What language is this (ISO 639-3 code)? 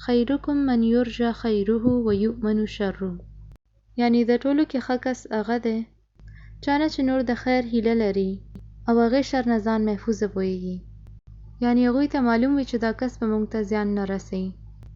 pus